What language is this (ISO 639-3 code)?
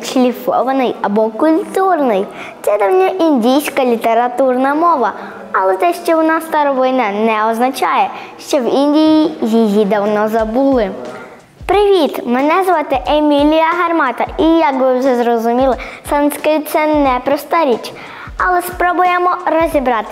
ukr